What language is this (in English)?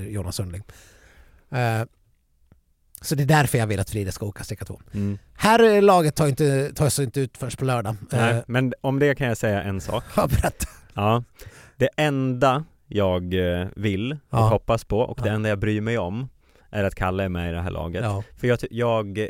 Swedish